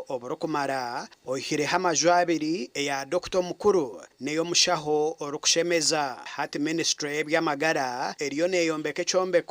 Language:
Nyankole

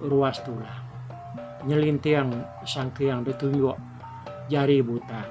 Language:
Iban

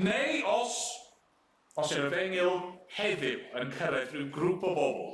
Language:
Welsh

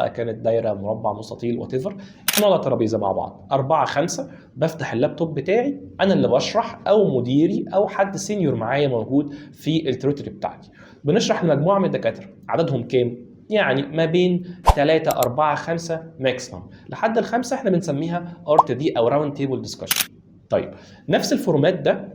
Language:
Egyptian Arabic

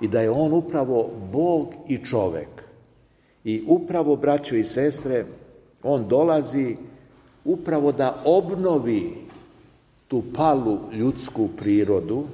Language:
Serbian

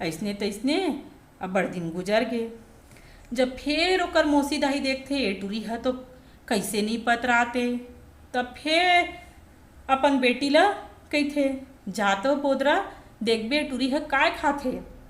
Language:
Chhattisgarhi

